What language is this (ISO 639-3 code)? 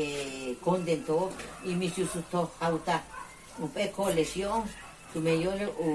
yua